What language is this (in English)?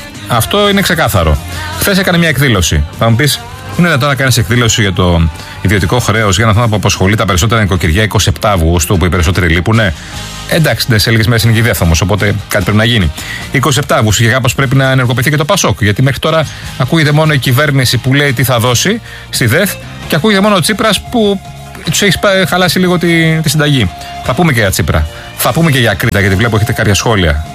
Greek